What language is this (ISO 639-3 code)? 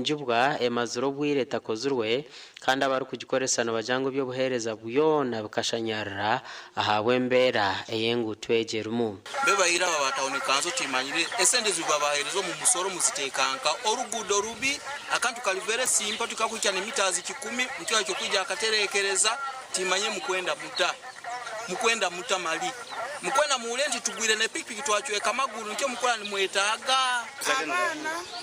nyn